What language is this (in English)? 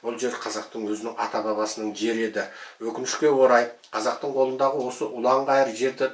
Kazakh